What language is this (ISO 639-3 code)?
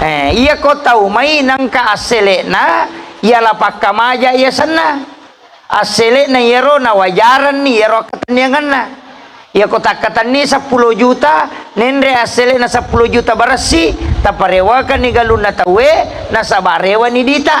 bug